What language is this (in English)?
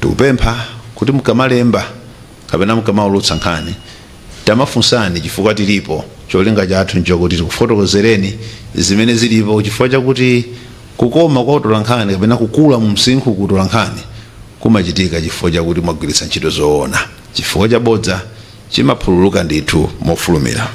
Nyanja